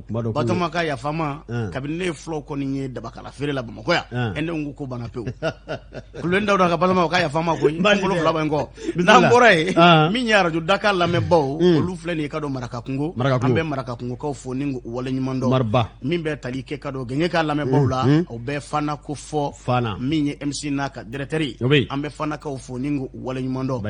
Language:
Bambara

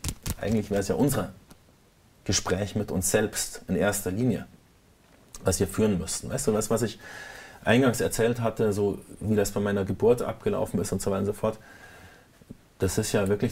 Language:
German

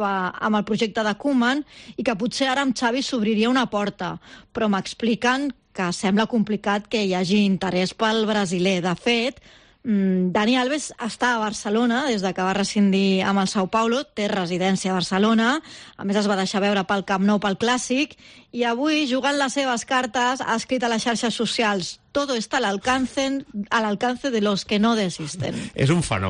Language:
Catalan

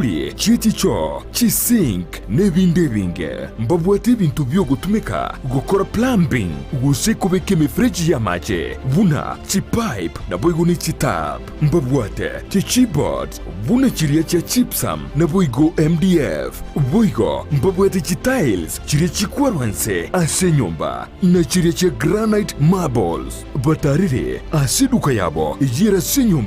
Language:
Gusii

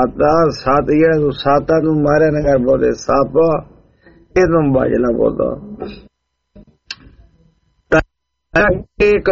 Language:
Punjabi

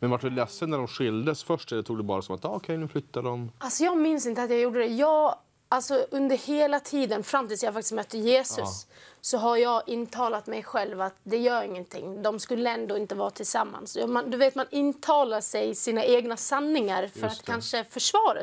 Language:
Swedish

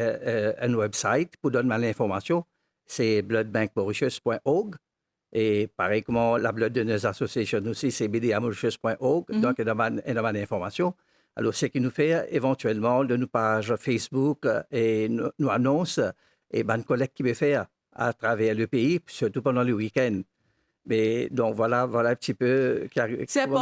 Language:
Morisyen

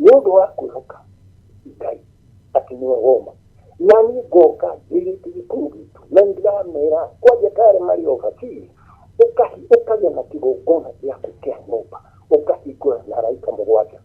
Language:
Kikuyu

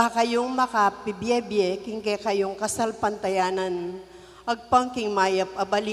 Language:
Pampanga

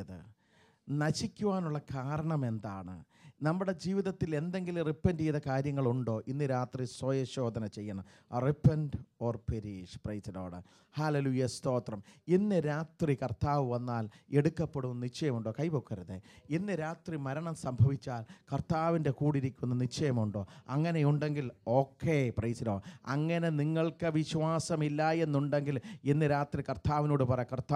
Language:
Malayalam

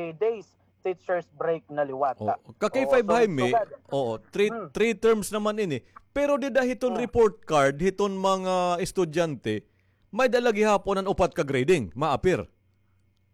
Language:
Waray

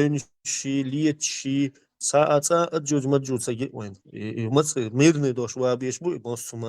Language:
Chechen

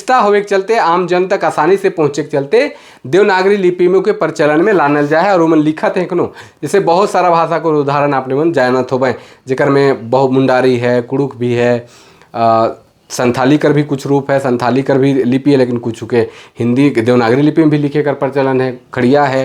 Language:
Sadri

